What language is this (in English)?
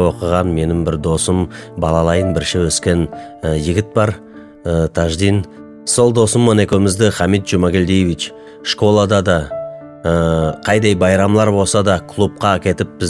Nogai